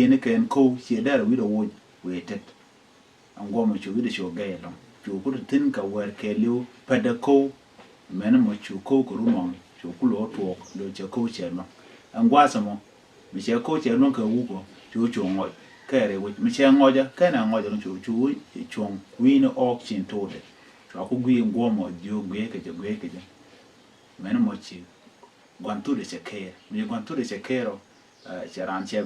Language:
Nuer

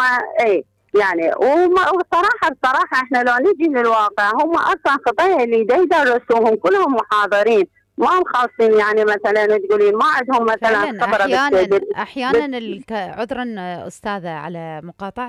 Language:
Mesopotamian Arabic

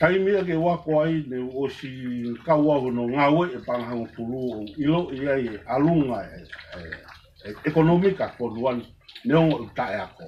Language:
Tongan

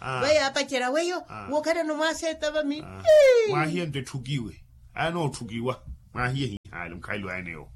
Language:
Makhuwa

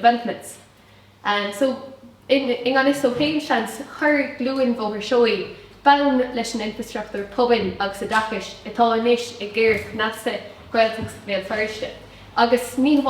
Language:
Irish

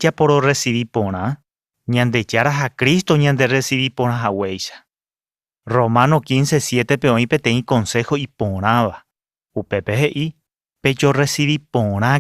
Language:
Guarani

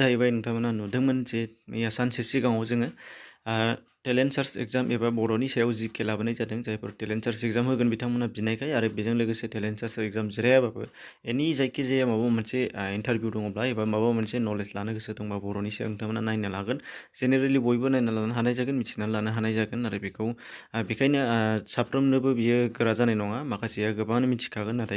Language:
Bodo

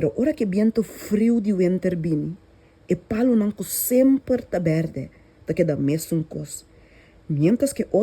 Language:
Papiamento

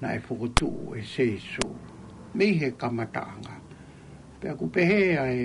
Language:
Tongan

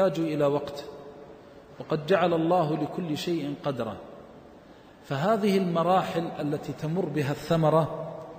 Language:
Arabic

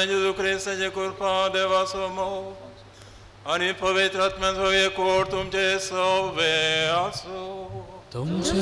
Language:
Konkani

